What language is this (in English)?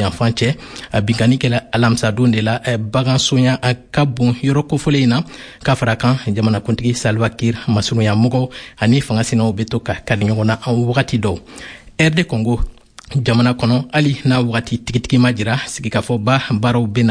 Bambara